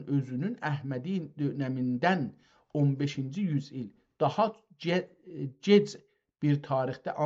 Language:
South Azerbaijani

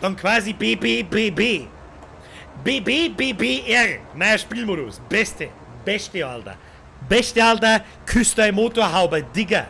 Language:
Bavarian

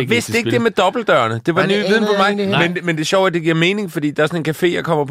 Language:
Danish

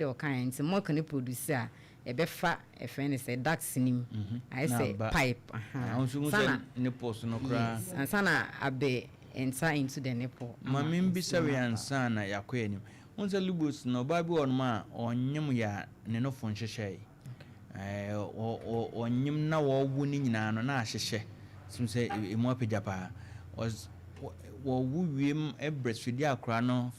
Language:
Akan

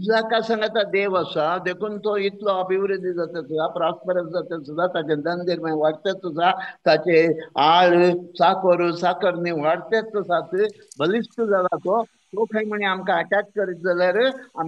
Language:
Konkani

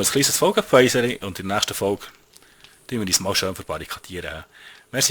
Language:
Swiss German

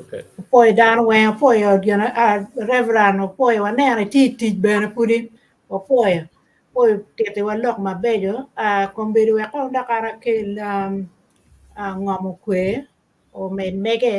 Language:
Acoli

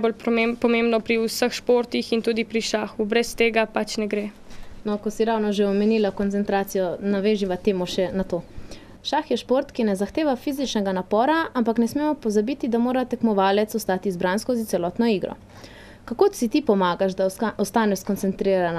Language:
Slovenian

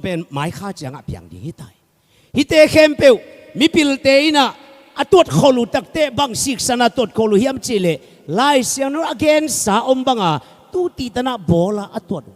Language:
Tedim Chin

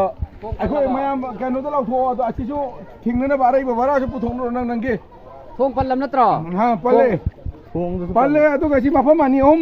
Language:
Manipuri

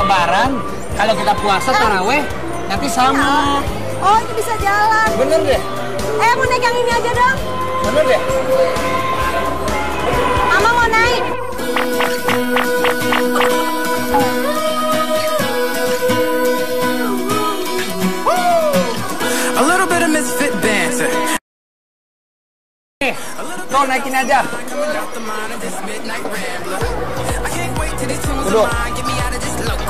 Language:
Indonesian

